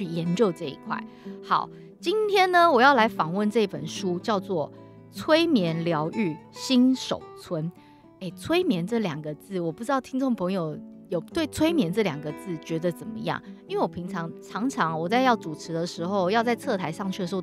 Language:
Chinese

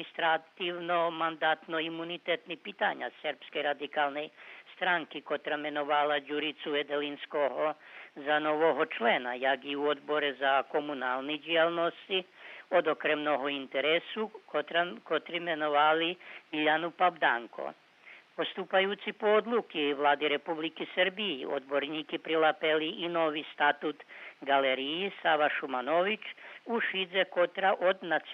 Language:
Rusyn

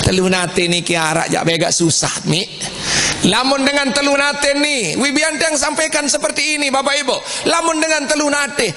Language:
Sasak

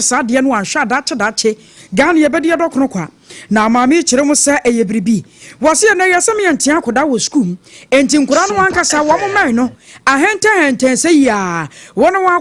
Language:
Akan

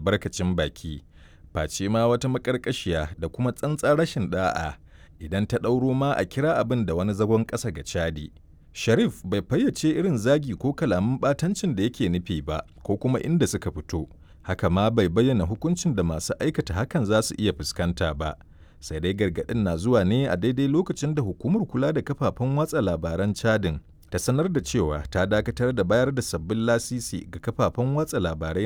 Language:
Hausa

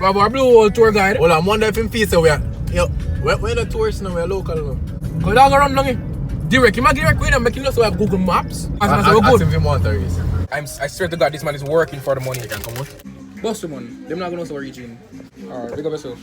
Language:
Jamaican Creole English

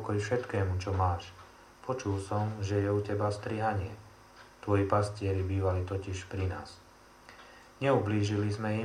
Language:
Slovak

